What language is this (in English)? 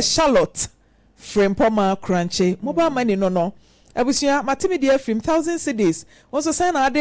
Akan